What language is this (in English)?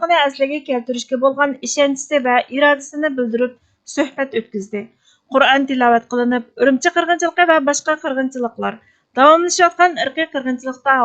Uyghur